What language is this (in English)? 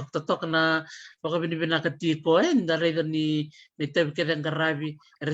Fijian